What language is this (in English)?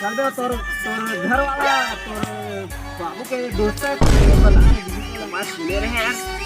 Chhattisgarhi